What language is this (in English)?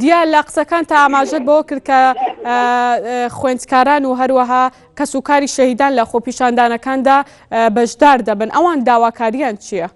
Central Kurdish